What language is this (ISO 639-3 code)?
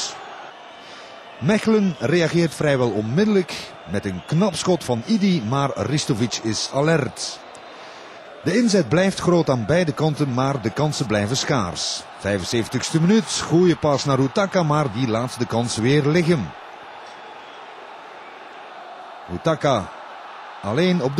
nld